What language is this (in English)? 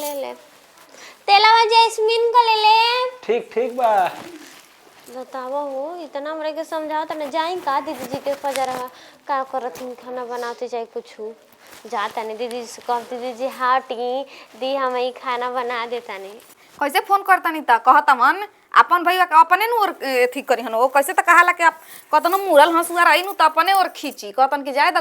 Bhojpuri